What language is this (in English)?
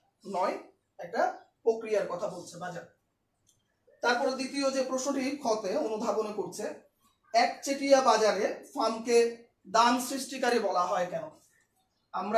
Bangla